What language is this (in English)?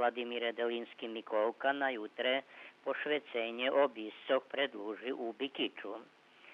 Rusyn